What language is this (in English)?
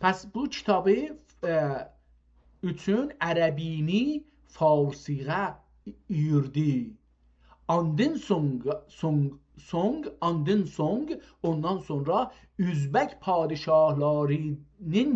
South Azerbaijani